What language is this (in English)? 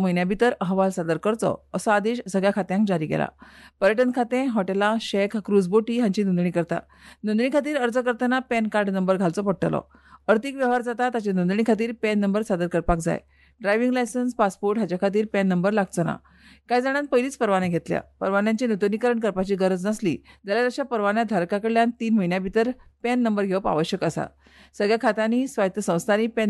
Konkani